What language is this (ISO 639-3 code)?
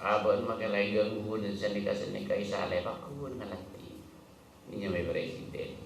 mad